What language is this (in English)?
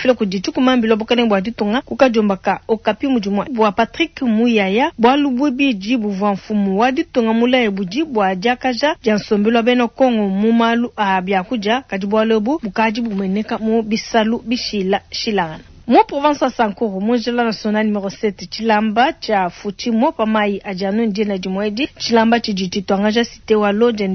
Luba-Lulua